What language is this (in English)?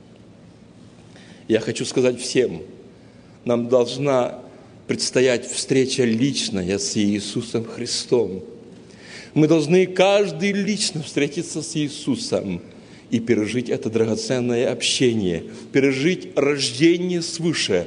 Russian